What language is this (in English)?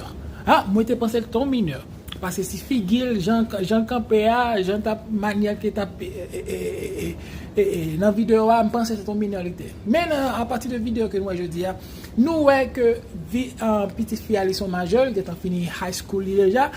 Haitian Creole